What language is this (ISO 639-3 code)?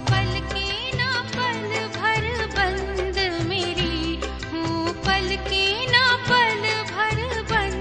hin